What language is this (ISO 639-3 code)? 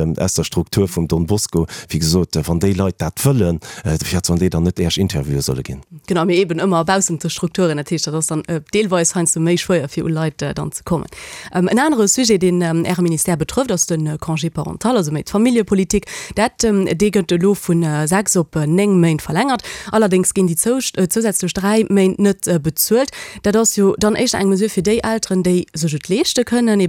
ltz